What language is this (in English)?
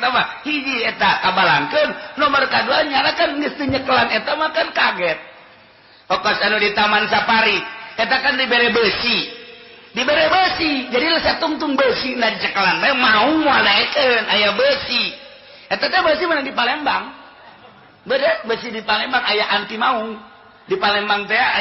Sundanese